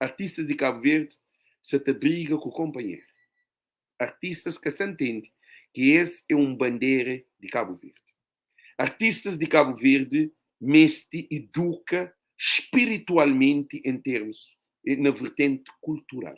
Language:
Kabuverdianu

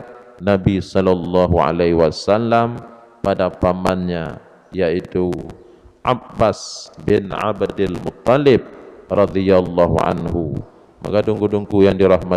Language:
Achinese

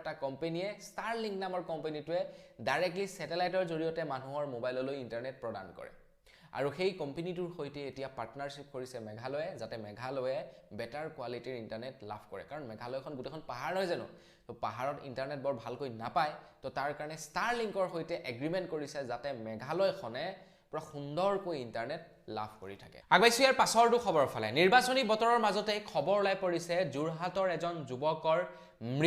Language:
Assamese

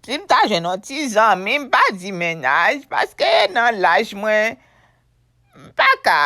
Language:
Haitian Creole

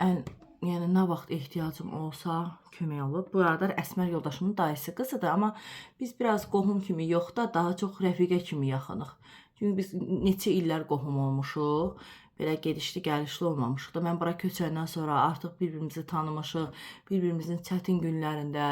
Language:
Azerbaijani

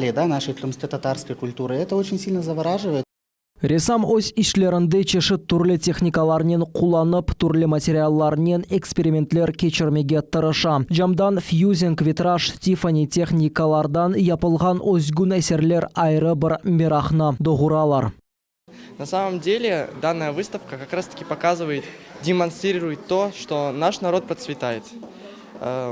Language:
Crimean Tatar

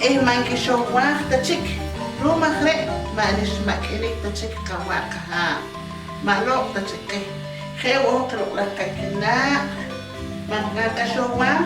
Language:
Poqomchi'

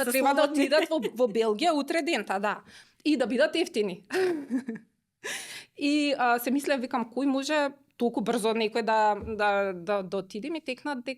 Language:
Macedonian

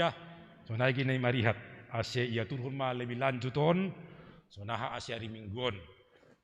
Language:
Batak Simalungun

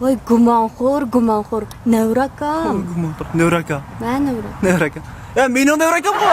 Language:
Uyghur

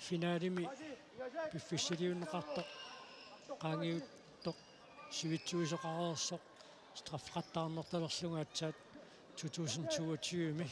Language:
Kalaallisut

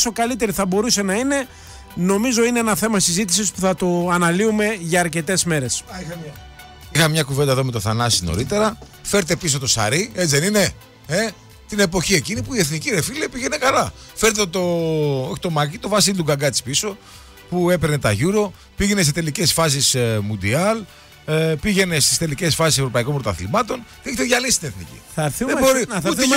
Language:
Greek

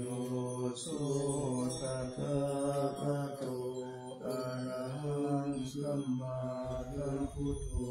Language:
Pali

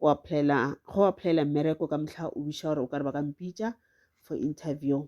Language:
Northern Sotho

